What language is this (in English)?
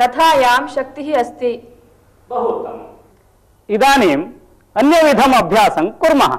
Sanskrit